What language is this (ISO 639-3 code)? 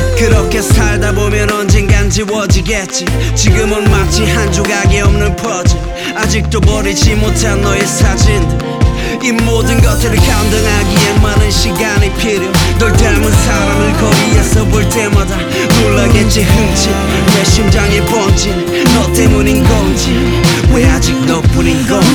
kor